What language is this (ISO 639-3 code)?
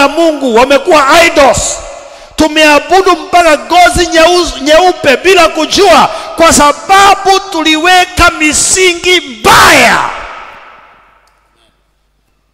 swa